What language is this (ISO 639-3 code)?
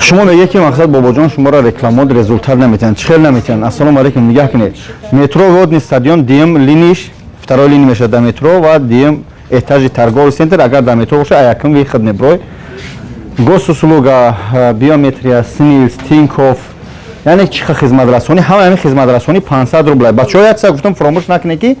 tgk